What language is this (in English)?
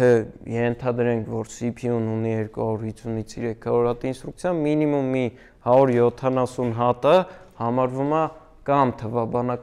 Armenian